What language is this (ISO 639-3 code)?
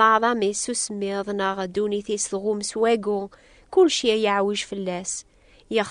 kab